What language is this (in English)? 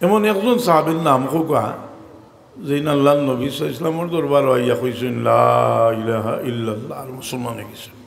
Sylheti